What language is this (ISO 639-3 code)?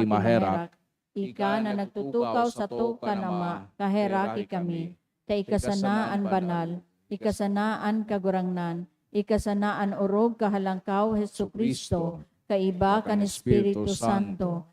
bik